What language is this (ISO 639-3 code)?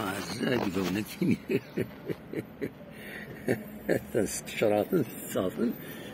kab